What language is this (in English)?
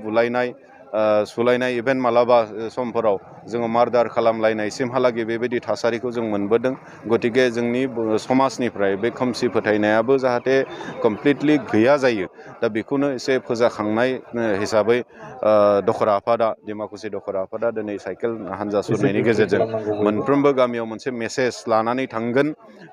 Bodo